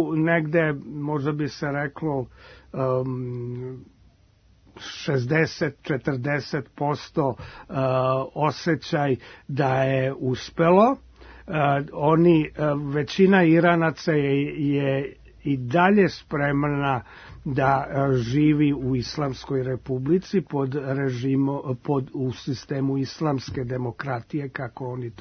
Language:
Serbian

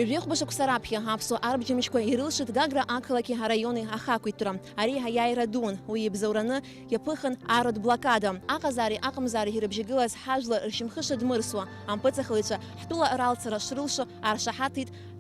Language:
Abkhazian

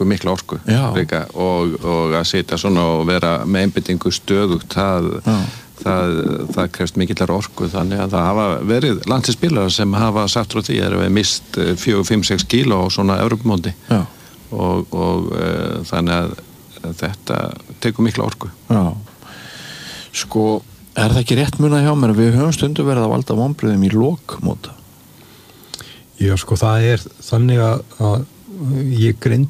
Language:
Icelandic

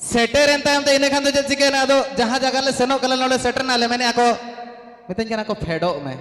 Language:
Santali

